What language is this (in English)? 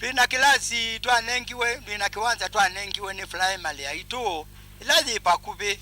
Kamba